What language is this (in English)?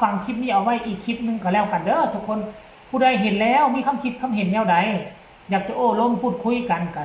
Northeastern Thai